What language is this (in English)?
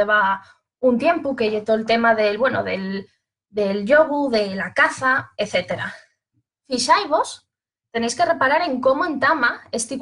Asturian